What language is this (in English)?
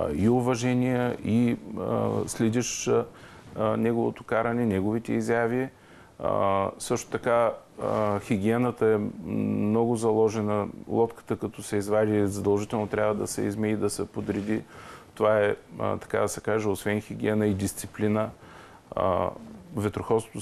Bulgarian